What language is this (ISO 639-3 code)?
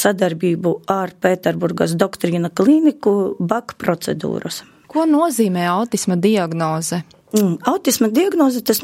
lav